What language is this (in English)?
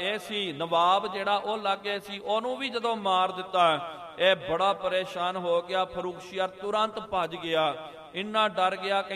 Punjabi